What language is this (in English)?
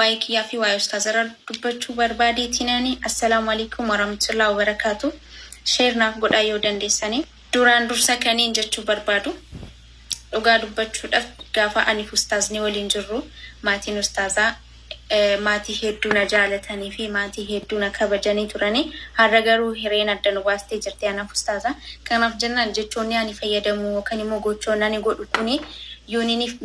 Oromo